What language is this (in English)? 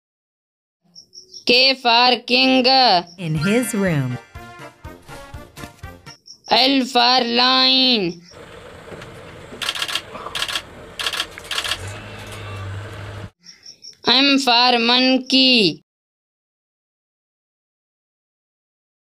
English